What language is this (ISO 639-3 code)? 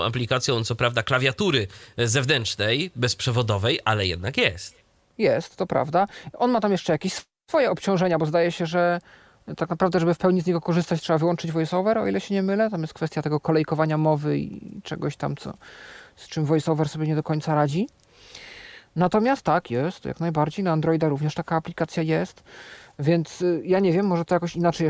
pol